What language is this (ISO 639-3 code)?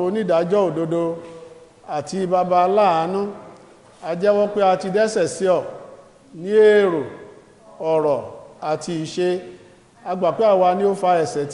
yor